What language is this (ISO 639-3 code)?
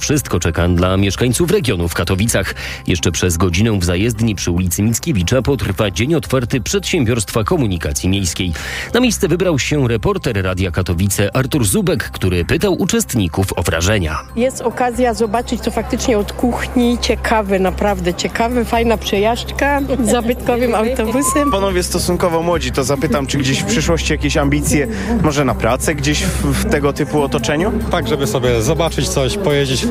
pol